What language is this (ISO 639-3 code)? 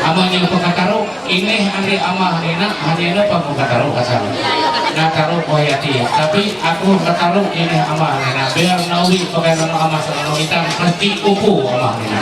mhy